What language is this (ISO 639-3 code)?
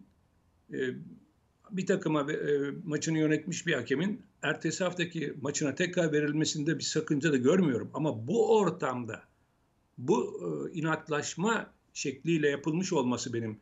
tur